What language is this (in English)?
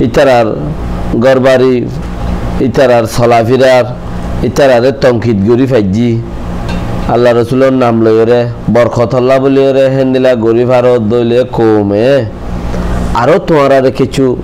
Rohingya